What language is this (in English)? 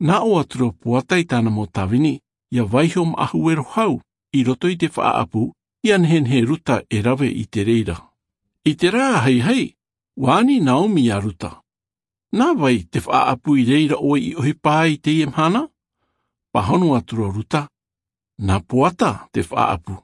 Tahitian